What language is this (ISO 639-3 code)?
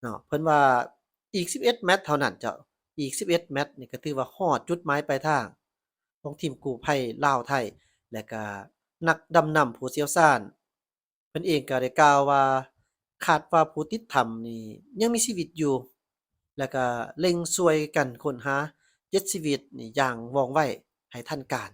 lao